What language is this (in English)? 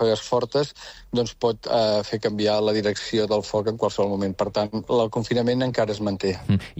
Catalan